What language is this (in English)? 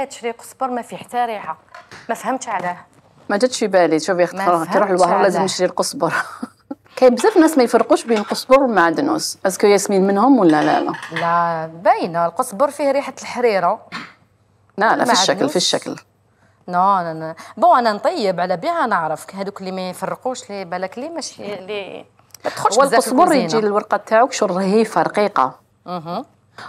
Algerian Arabic